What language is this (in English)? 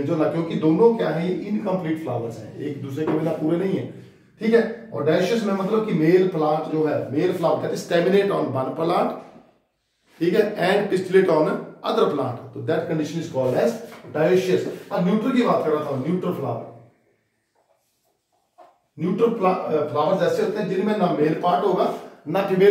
Hindi